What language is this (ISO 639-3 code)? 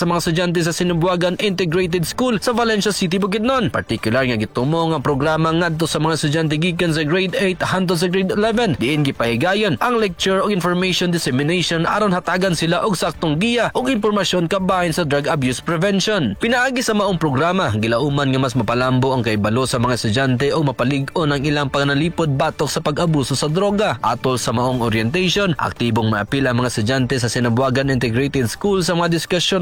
ceb